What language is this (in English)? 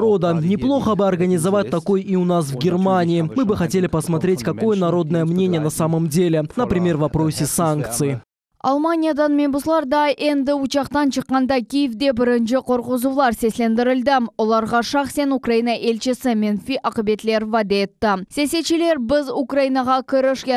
Crimean Tatar